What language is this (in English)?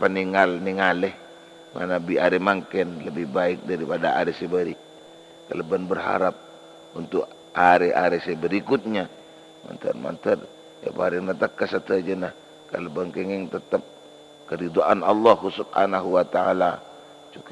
Madurese